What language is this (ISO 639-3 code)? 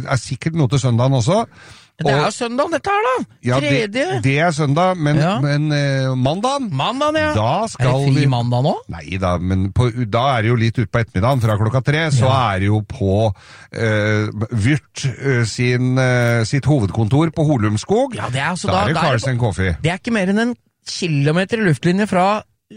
nor